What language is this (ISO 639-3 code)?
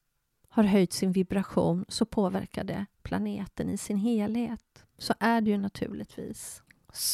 swe